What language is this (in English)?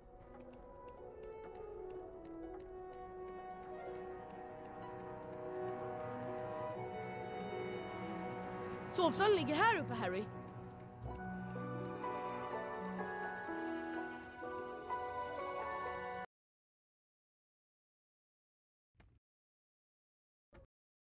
Swedish